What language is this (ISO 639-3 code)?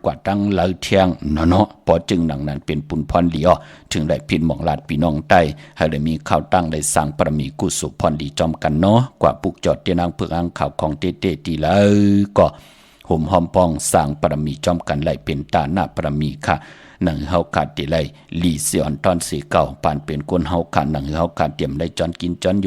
shn